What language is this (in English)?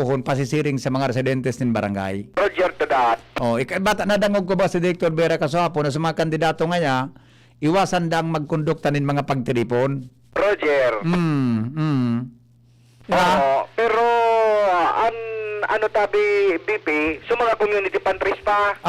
Bikol